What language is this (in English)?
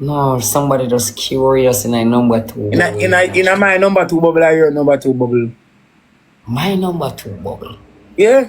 Jamaican Creole English